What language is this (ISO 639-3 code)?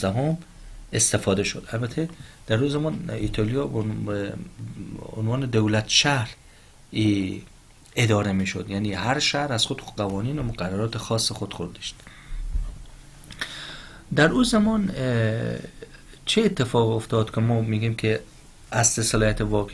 fas